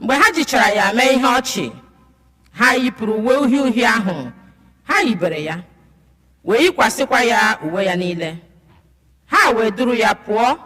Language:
Igbo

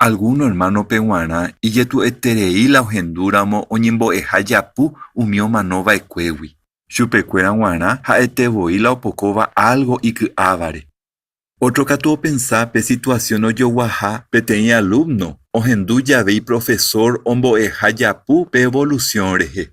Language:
Guarani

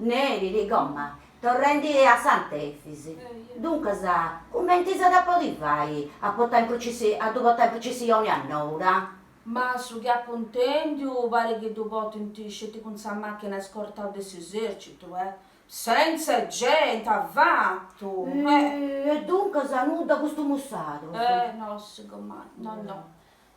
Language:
Sardinian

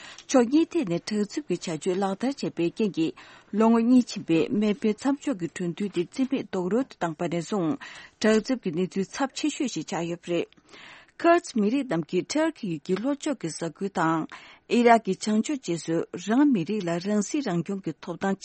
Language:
Tibetan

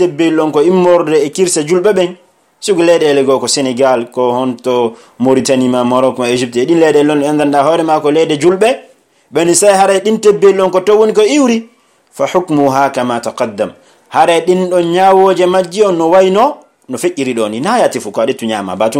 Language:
Fula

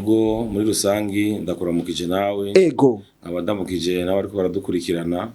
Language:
Rundi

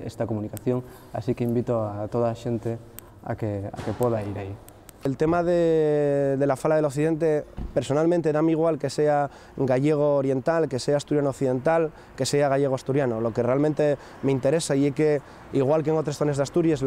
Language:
Asturian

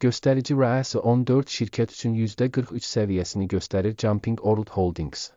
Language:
Azerbaijani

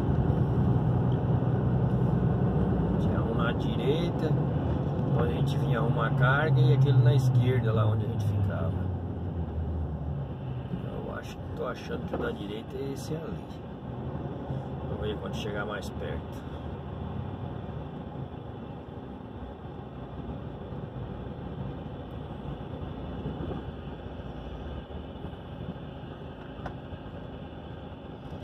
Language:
Portuguese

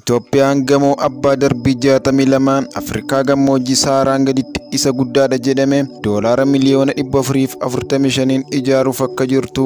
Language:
Oromo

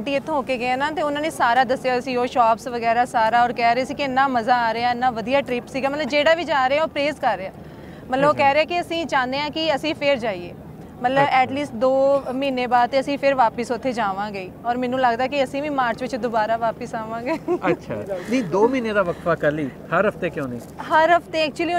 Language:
Punjabi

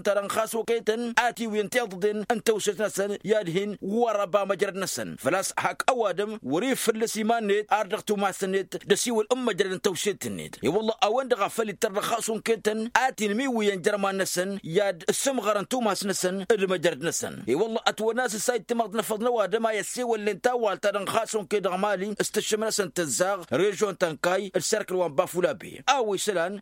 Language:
Tamasheq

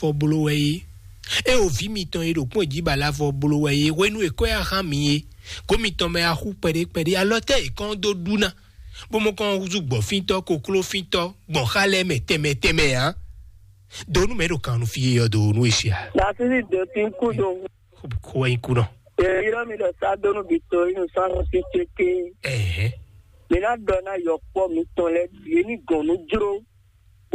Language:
Fon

